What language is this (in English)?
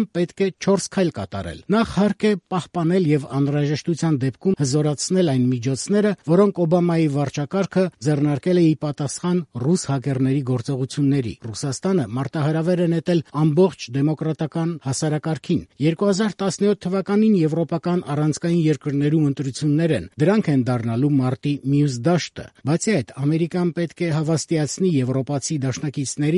Armenian